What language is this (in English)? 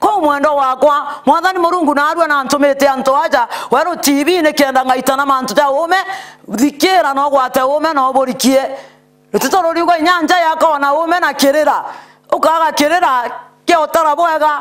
Meru